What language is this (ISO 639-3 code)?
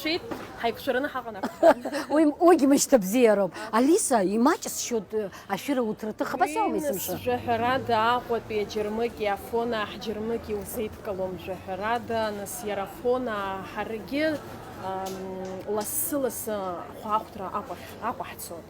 abk